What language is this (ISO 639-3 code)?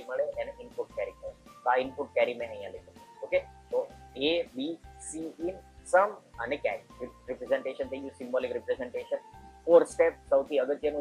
guj